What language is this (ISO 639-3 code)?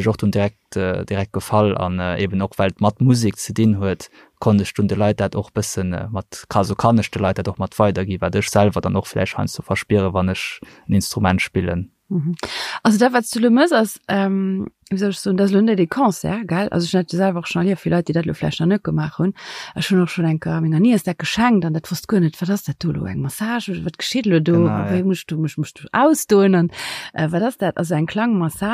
ltz